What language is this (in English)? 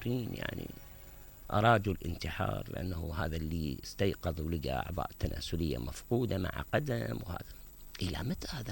Mesopotamian Arabic